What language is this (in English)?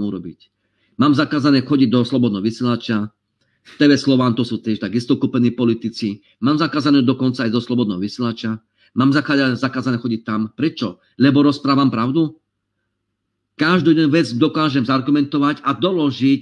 Slovak